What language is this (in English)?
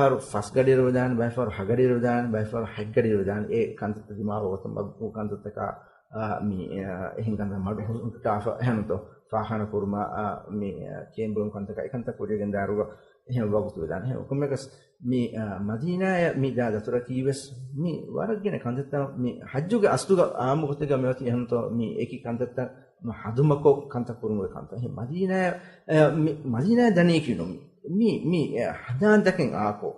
Divehi